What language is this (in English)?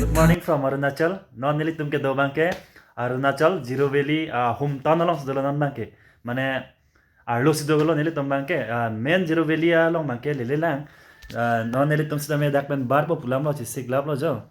Karbi